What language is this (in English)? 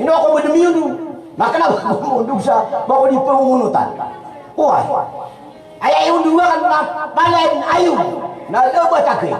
Maranao